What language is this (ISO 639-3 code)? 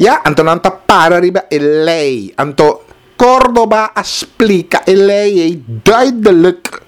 pap